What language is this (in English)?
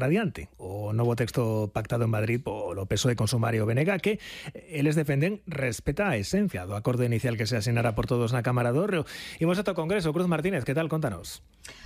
Galician